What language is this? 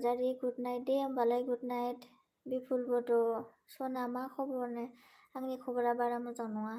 Bodo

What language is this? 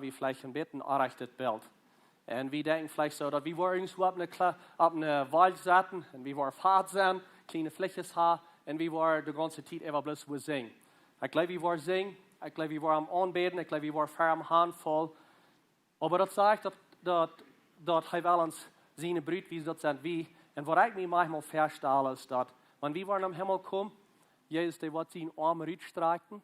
Plautdietsch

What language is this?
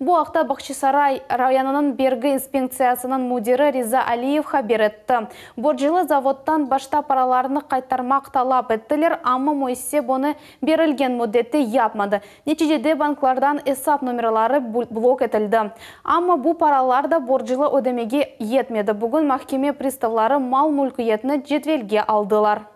Crimean Tatar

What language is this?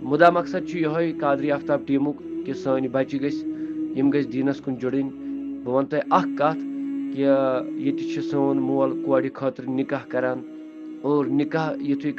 Kashmiri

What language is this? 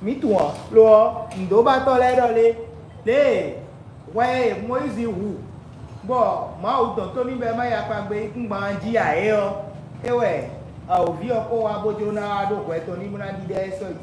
Fon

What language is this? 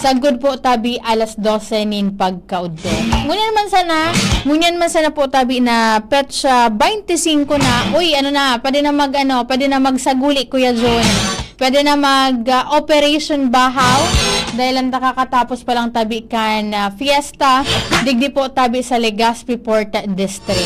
Bikol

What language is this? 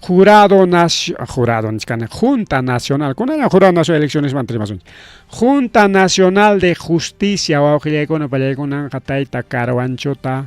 Ayacucho Quechua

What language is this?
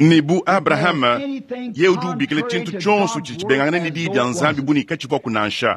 Luba-Lulua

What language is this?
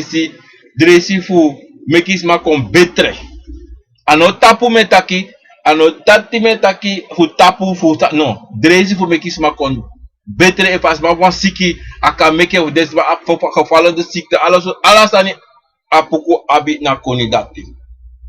Sranan Tongo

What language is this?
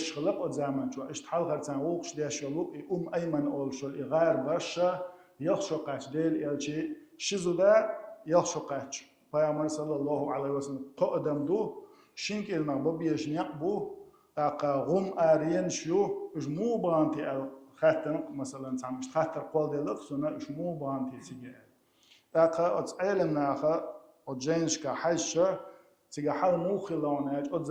Chechen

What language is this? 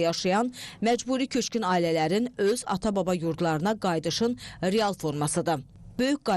Azerbaijani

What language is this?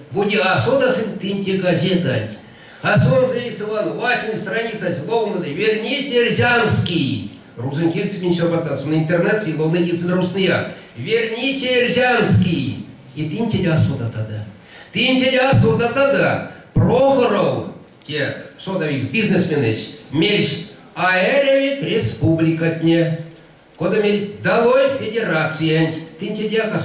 Erzya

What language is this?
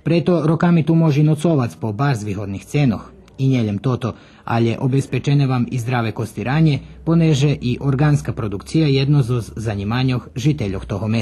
Rusyn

